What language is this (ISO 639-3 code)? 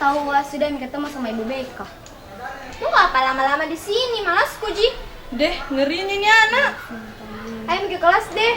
mfp